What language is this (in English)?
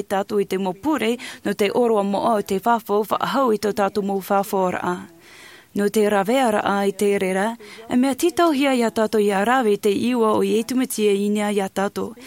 Tahitian